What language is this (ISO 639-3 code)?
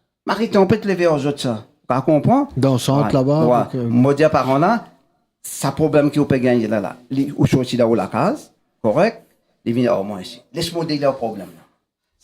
mfe